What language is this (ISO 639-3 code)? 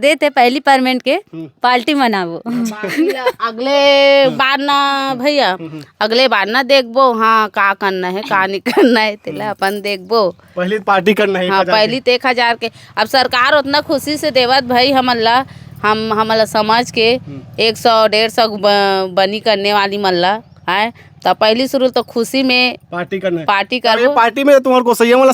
hne